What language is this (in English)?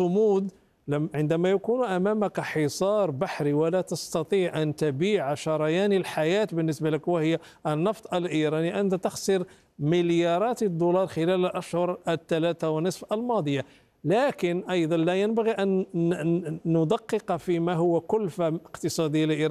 Arabic